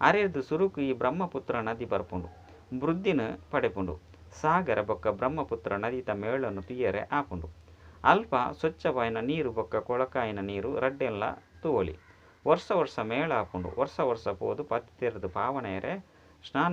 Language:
Tulu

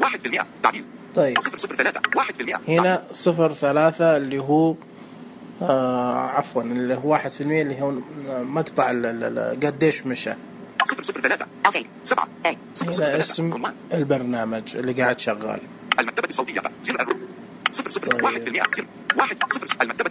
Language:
Najdi Arabic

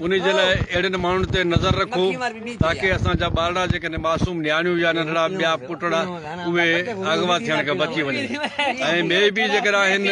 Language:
Sindhi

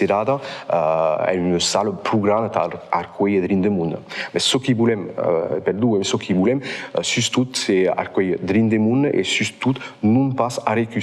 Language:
Occitan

